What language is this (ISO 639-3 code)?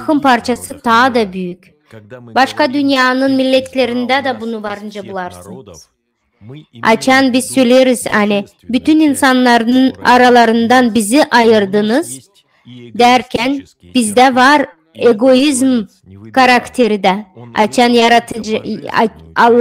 gag